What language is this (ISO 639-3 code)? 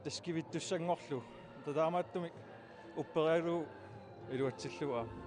kal